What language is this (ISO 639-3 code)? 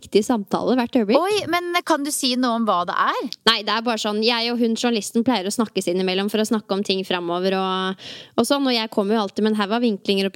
nor